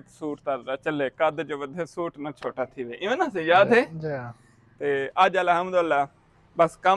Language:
Saraiki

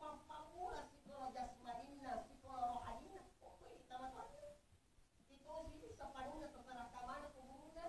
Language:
Buginese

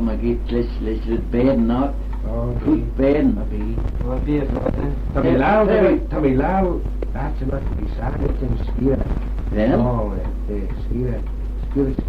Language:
Manx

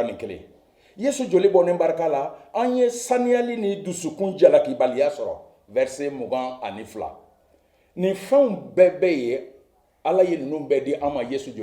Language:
Bambara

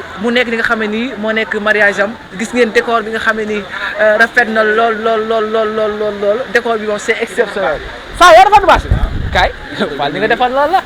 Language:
Wolof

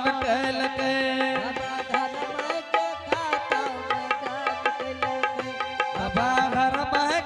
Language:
Angika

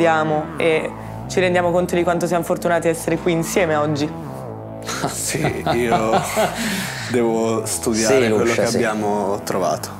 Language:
Italian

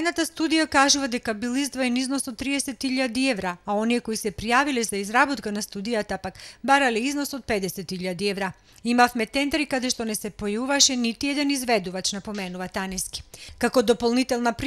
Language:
Macedonian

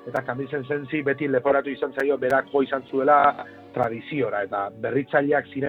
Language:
Basque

